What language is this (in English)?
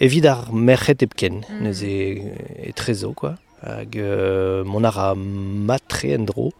Breton